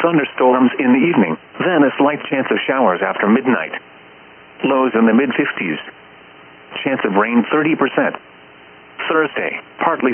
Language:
English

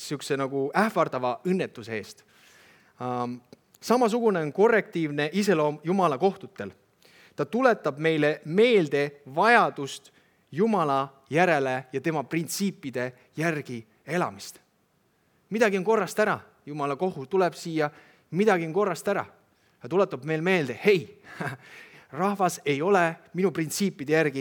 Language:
Estonian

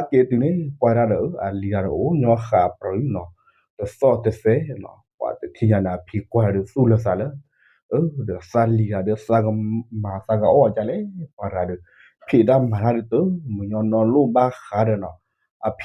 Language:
S'gaw Karen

